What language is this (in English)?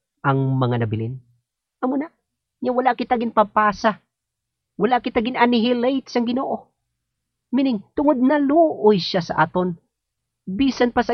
Hiligaynon